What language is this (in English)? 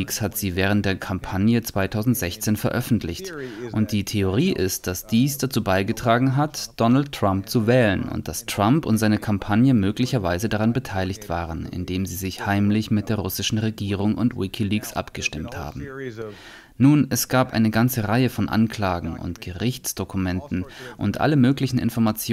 German